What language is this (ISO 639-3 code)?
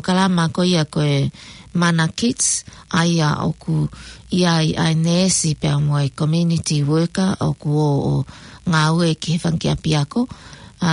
ton